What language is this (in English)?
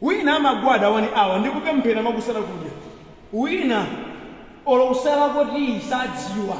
Nyanja